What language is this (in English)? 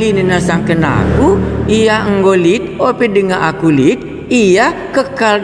Batak Karo